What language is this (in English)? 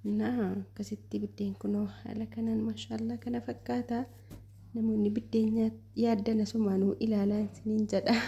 Oromo